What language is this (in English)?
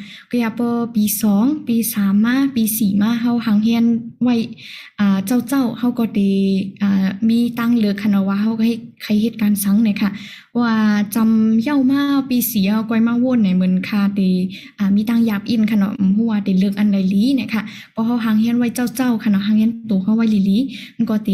Shan